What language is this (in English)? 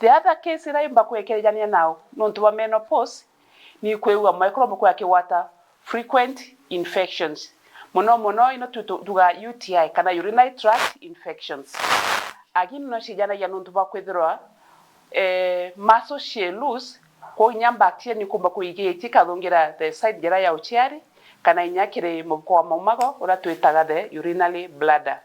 Meru